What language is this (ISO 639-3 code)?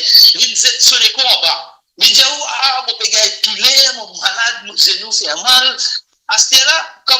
mfe